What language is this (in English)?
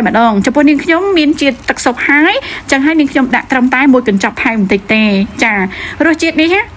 Khmer